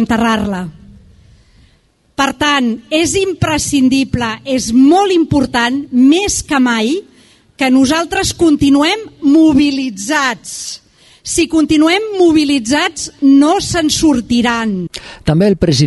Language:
Catalan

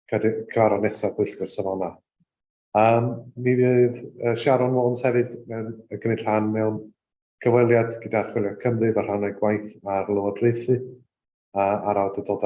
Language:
Welsh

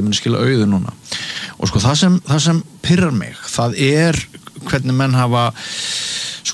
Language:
Icelandic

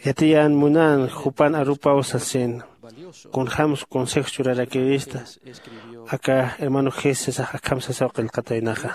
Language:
Aymara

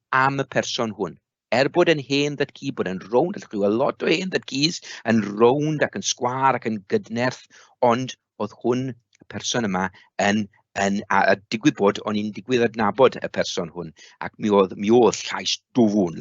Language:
Welsh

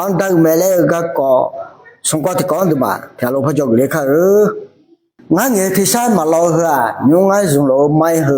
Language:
Akha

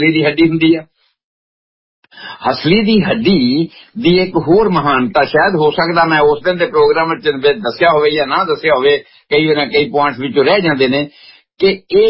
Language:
Punjabi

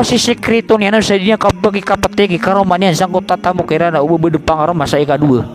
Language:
Maranao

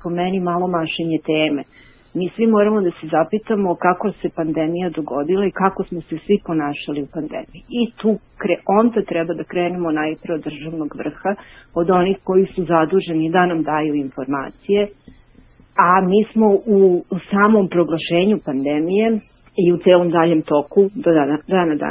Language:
Serbian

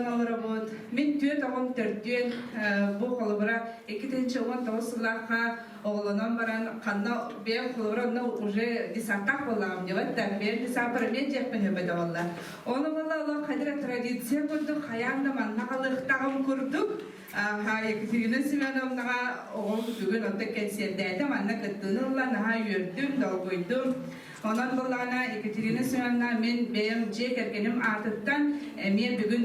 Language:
Yakut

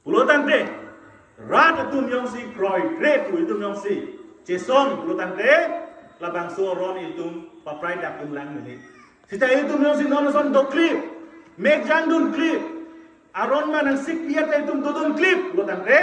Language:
Karbi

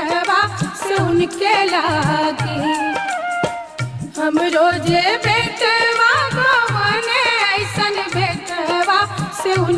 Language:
Bhojpuri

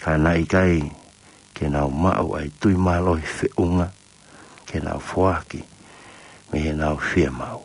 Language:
Tongan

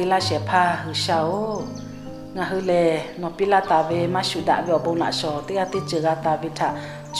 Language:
Lahu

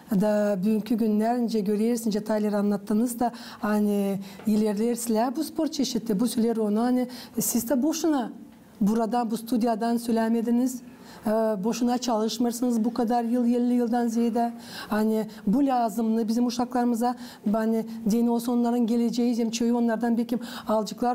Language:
Gagauz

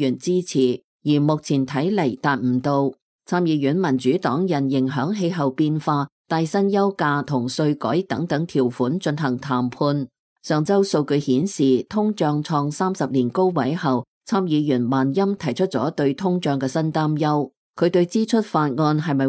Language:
Cantonese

